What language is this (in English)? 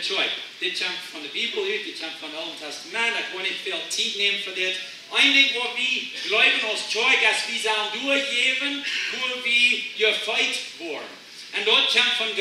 Plautdietsch